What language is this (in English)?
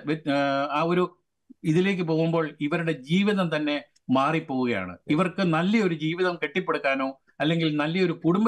Malayalam